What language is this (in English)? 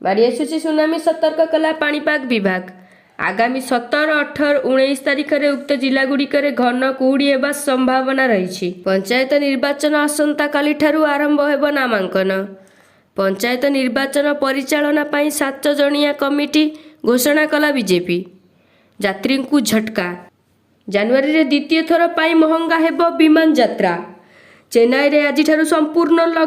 Odia